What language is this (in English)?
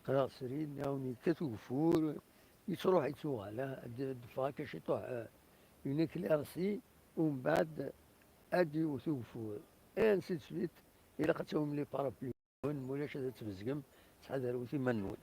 Kabyle